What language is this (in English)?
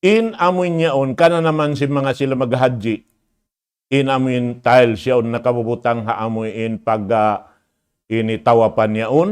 Tausug